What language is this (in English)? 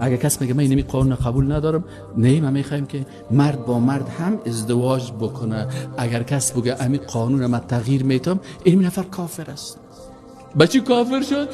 Persian